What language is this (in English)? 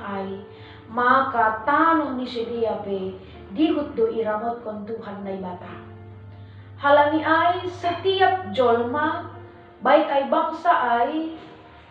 Batak Simalungun